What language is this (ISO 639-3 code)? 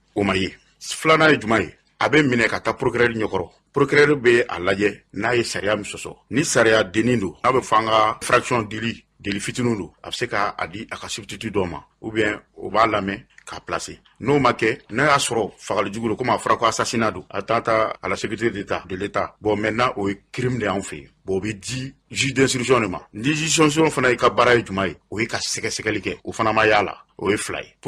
bam